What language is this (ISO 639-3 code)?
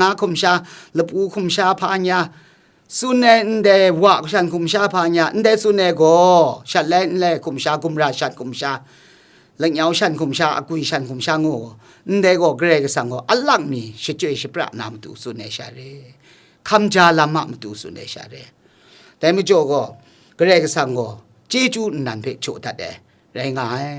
kac